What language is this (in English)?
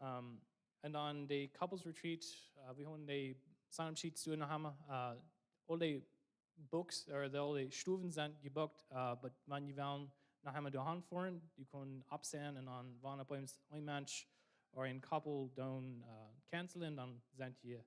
Plautdietsch